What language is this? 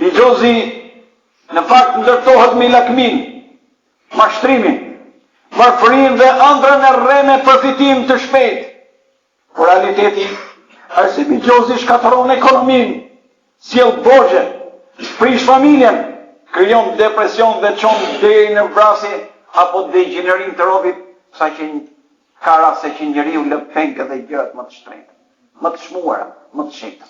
Albanian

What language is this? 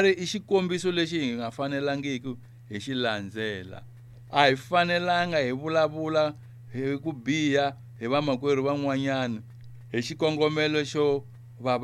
Tsonga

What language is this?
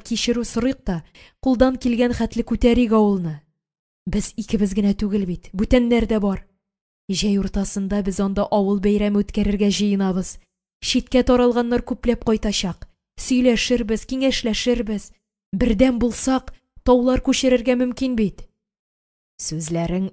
Tatar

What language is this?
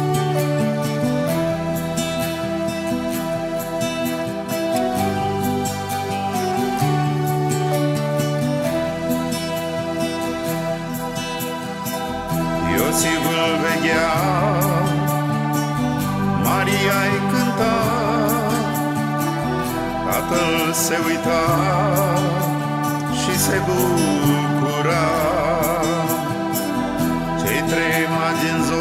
Romanian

